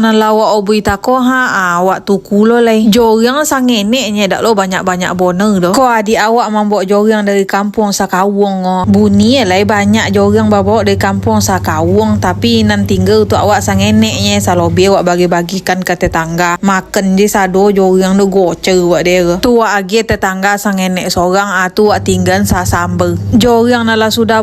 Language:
Minangkabau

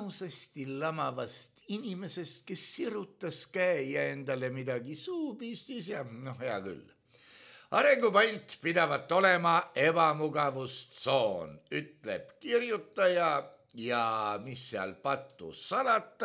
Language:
Estonian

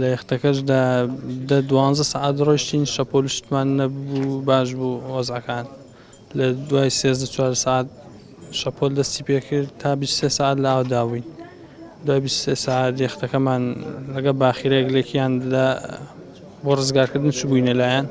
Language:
Central Kurdish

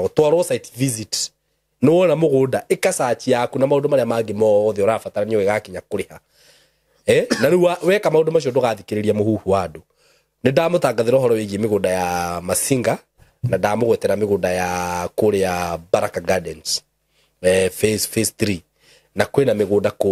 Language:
Kikuyu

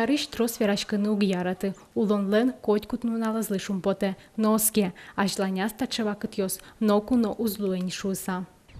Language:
Udmurt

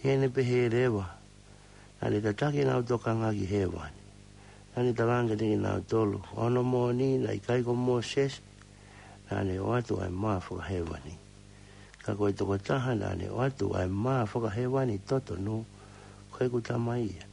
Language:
Tongan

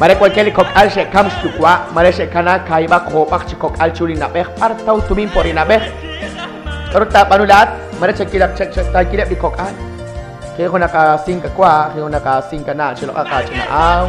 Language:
Kekchí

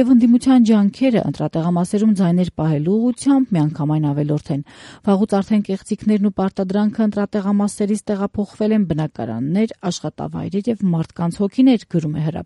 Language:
Armenian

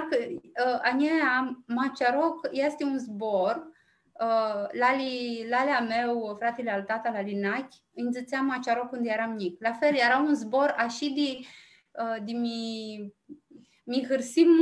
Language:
Aromanian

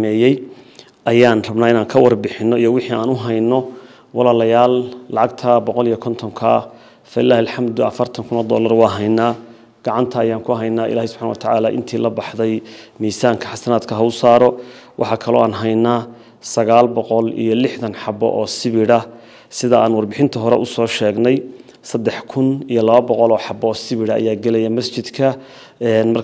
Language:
Somali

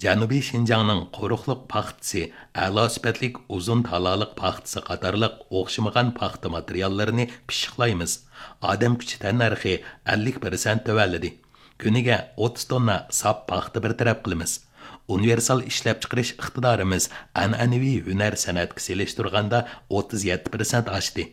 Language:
Uyghur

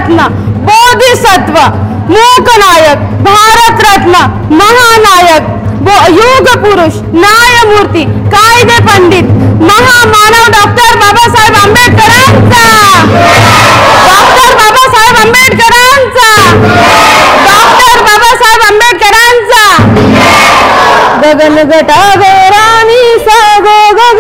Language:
Marathi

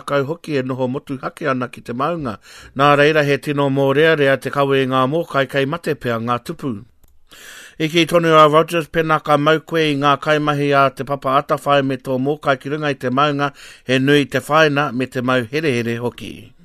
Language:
Māori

